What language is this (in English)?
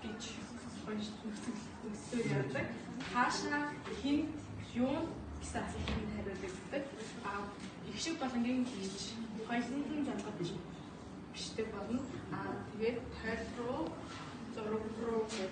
Mongolian